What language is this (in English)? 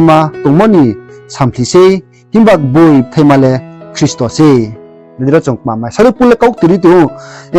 Riang (India)